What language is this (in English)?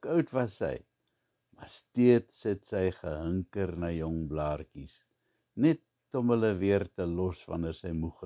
Afrikaans